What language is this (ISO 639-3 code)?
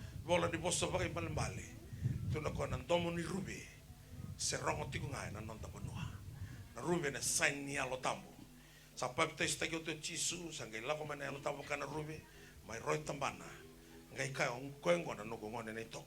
fij